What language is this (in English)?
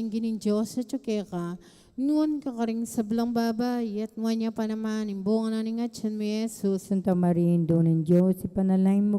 Pampanga